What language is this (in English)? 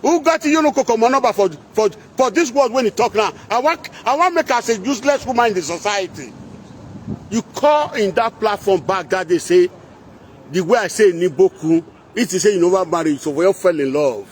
Nigerian Pidgin